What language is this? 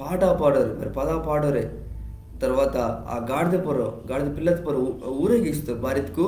Koya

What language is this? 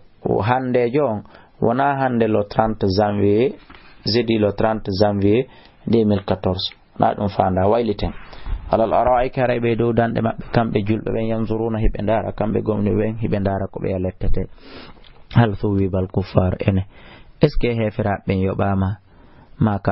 Fula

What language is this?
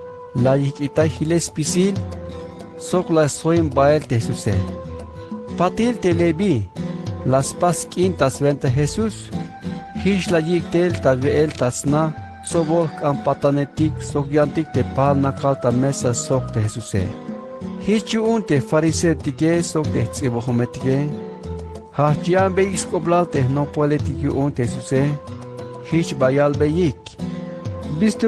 Tzeltal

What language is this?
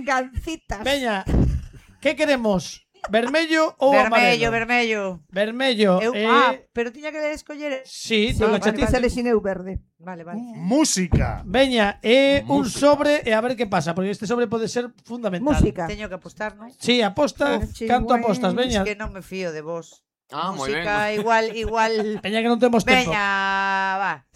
Galician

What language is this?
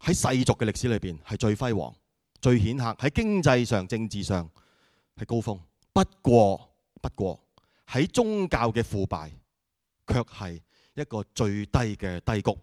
Cantonese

